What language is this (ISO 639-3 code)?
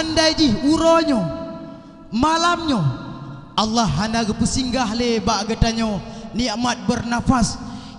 ace